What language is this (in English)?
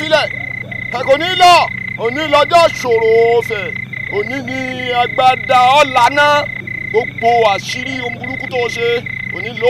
Yoruba